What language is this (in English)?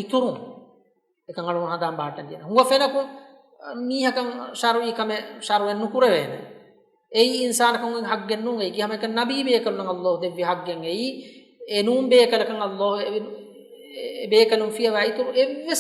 Divehi